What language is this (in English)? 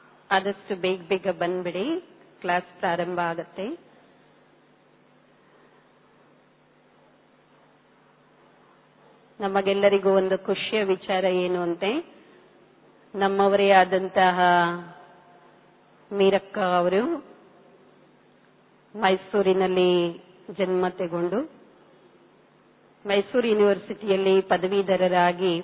Kannada